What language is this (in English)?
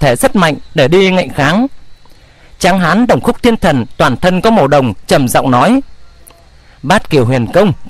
Vietnamese